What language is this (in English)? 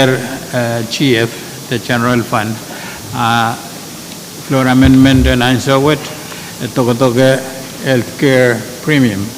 Pohnpeian